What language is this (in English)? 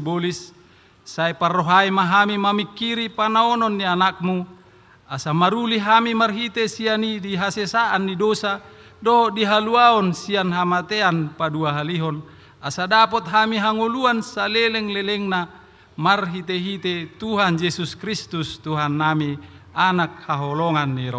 Batak Toba